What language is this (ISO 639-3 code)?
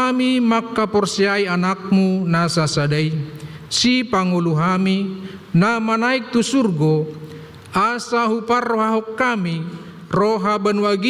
bbc